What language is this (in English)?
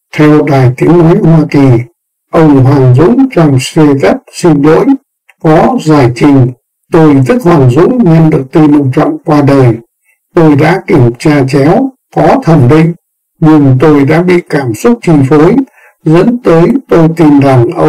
Vietnamese